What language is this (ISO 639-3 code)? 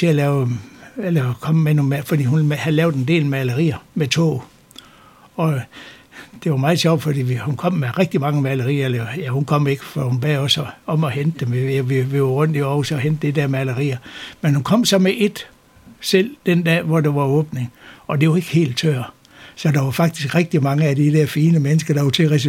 dan